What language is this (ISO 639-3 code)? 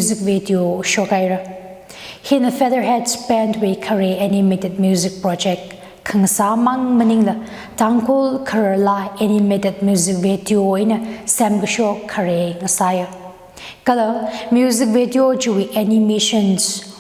nmf